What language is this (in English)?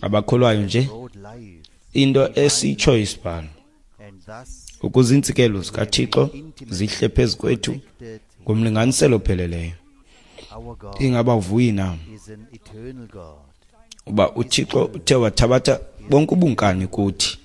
Xhosa